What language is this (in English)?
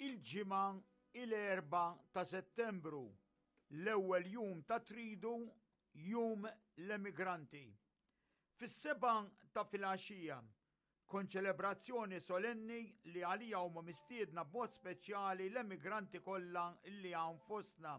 Maltese